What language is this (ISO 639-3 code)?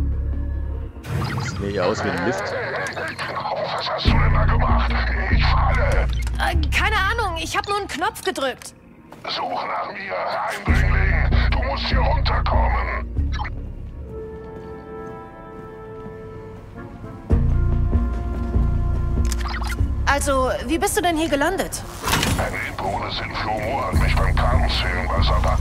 deu